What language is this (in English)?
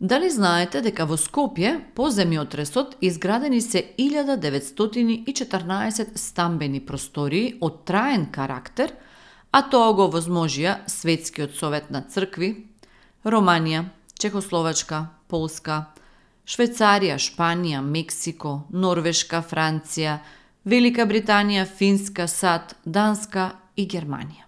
Macedonian